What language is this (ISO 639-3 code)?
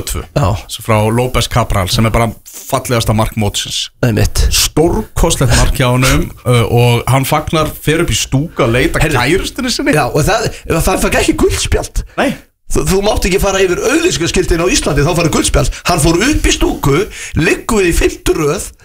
isl